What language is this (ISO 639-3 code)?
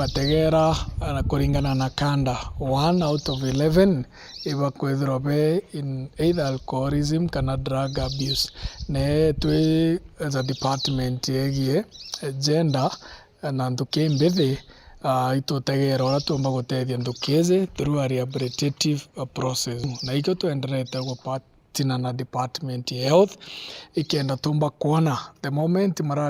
mer